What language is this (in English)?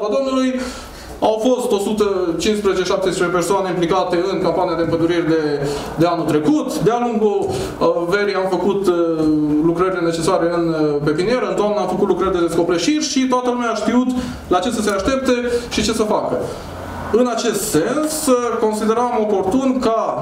Romanian